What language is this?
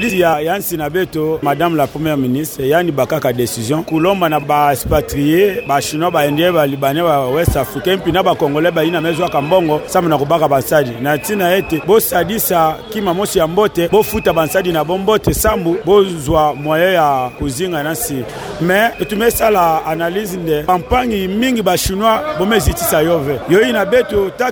Kituba (Democratic Republic of Congo)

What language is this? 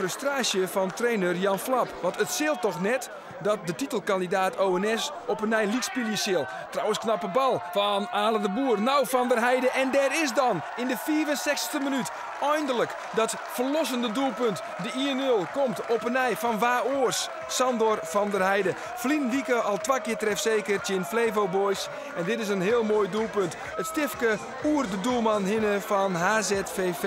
Western Frisian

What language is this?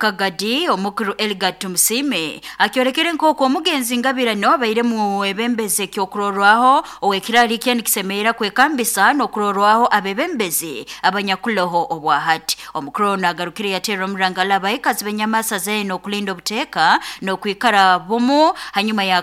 Nyoro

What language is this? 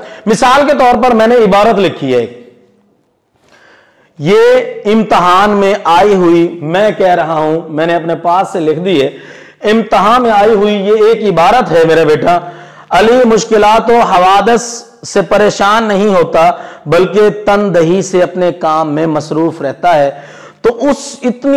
Urdu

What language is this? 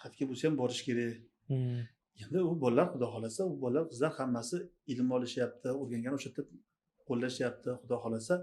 Uzbek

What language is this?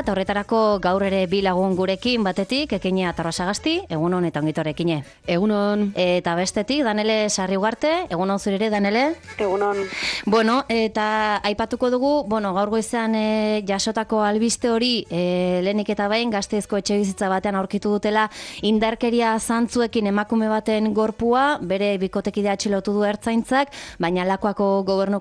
Basque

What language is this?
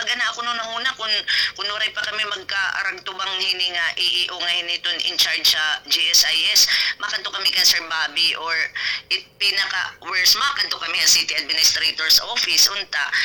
Waray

